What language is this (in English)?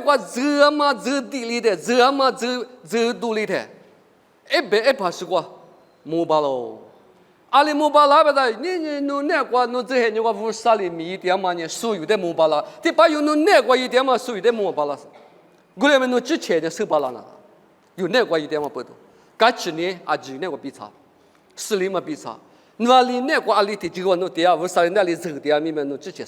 Lisu